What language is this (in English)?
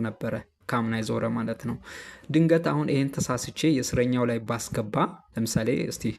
Amharic